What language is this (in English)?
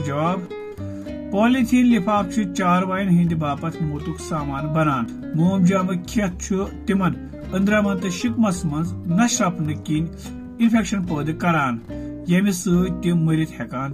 Kashmiri